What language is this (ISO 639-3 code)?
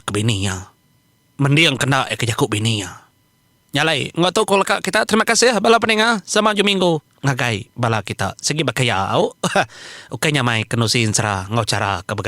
iba